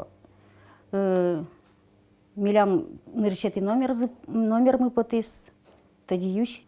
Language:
Udmurt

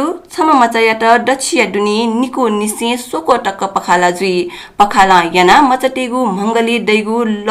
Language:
Newari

